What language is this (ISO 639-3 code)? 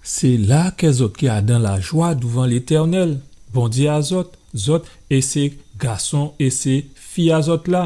gcf